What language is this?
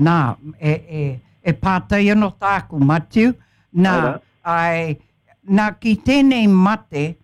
Māori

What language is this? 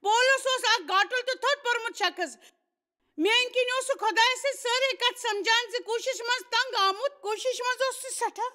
Kashmiri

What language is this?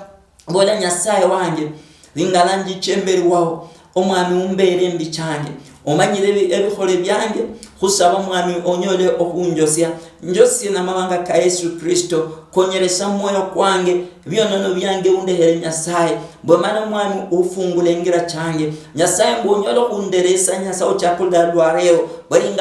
Luyia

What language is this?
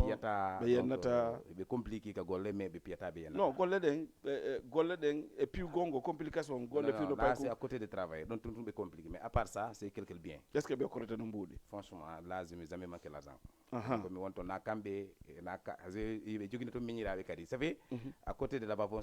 Fula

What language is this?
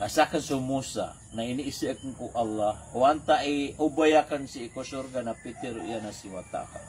Maranao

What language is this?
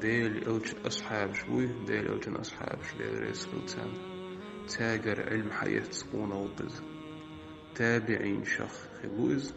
Chechen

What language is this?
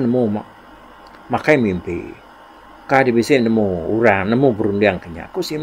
Iban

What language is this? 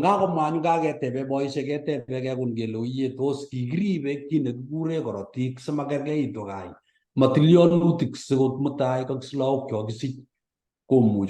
Kalenjin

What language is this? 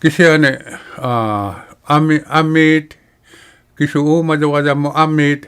Inuktitut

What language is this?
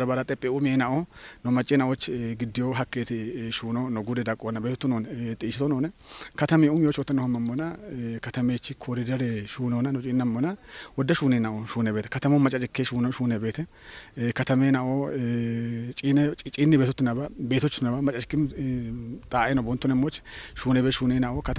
Kafa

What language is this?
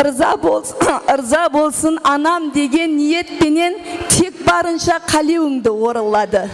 Kara-Kalpak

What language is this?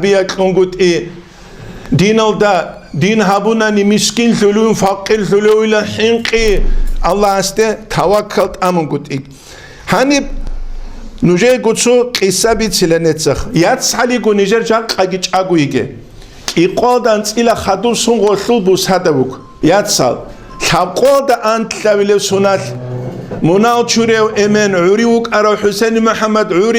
Avaric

